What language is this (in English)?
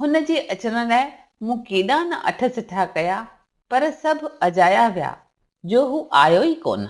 Sindhi